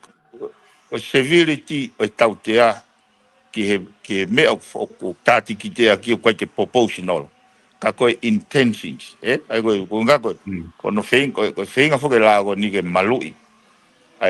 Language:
Tongan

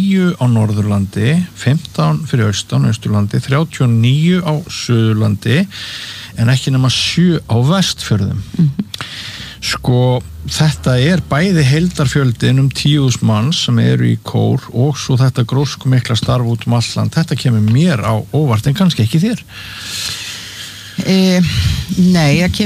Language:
Icelandic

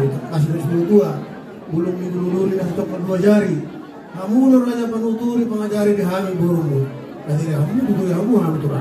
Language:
Batak Toba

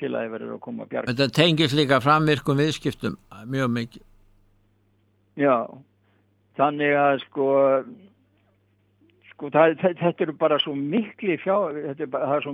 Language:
Icelandic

